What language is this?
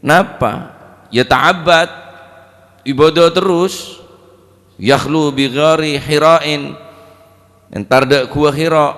Madurese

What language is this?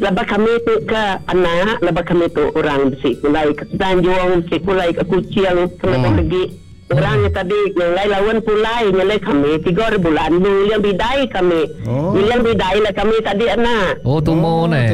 Iban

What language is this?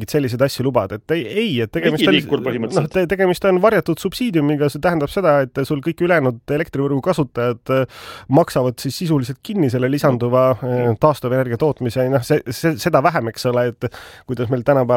Estonian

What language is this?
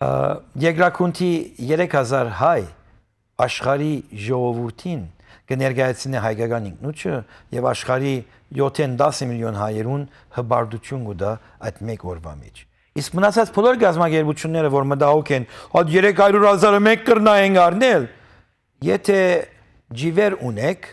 Western Armenian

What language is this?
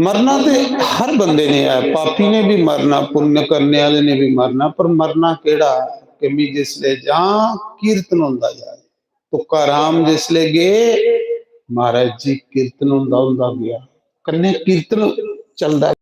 Dogri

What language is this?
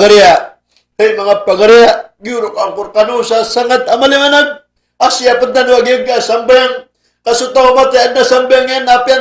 Maranao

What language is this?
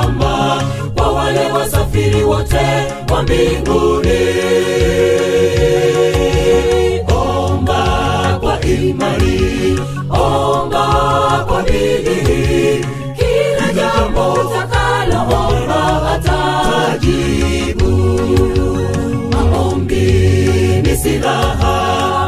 Swahili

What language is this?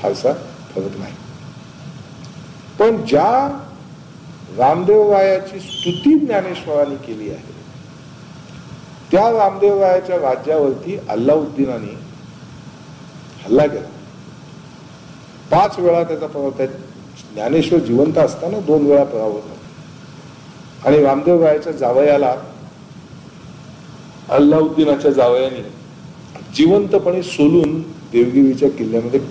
Marathi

